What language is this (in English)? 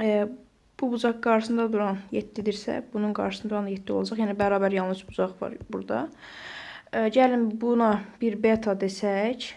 Azerbaijani